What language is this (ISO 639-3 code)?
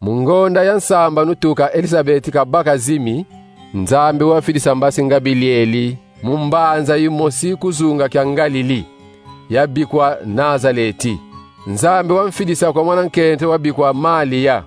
kon